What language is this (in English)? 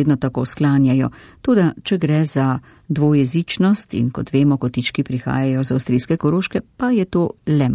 Slovenian